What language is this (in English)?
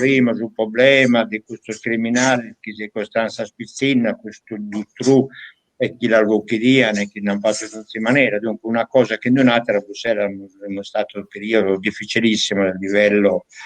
Sardinian